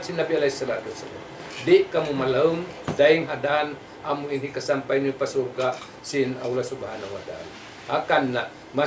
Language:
Tausug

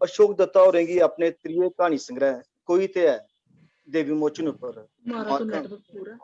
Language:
Dogri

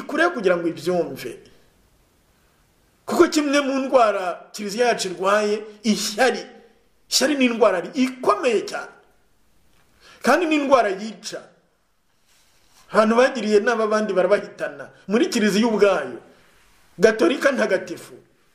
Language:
Kinyarwanda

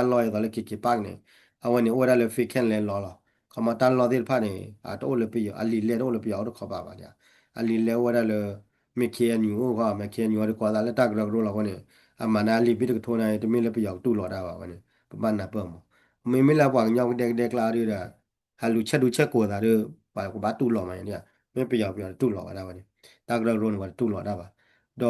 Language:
S'gaw Karen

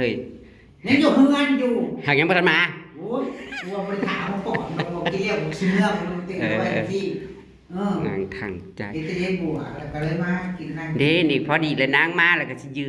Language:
Northeastern Thai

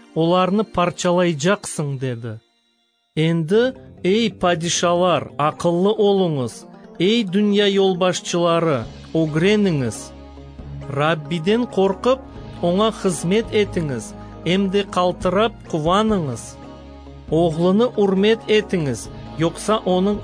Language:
Crimean Tatar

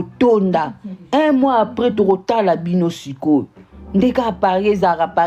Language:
Lingala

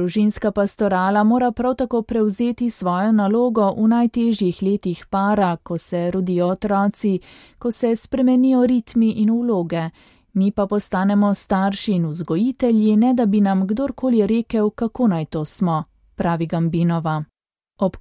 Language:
Slovenian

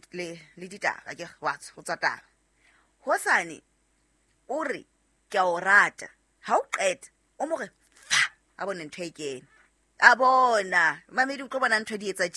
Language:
Southern Sotho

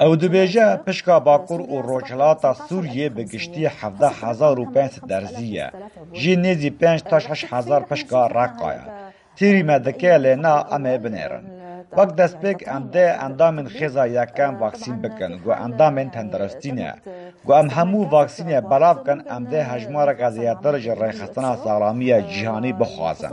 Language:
Kurdish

